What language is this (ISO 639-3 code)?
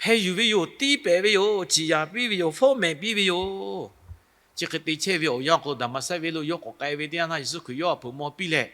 lhu